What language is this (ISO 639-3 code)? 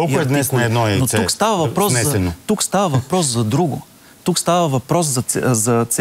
bul